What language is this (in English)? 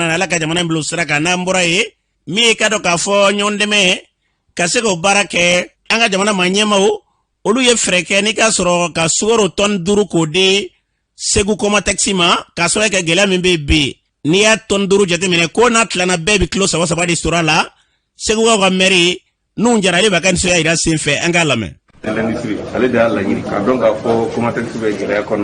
Bambara